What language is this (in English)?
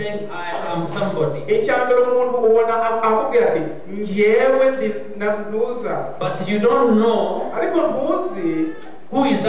Kinyarwanda